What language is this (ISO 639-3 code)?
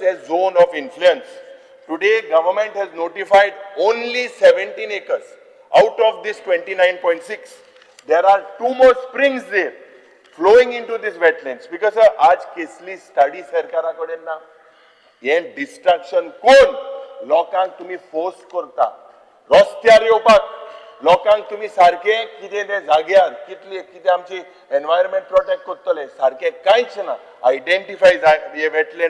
kok